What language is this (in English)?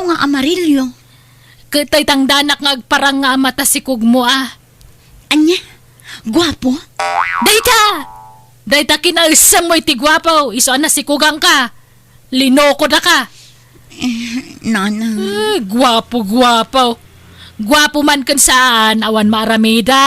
Iloko